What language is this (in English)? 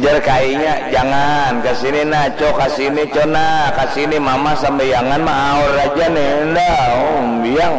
Banjar